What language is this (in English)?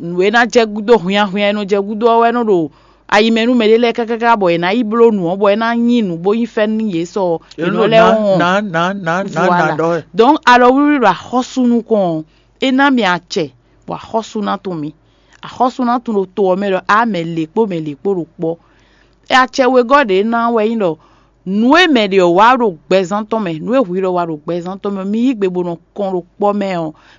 Fon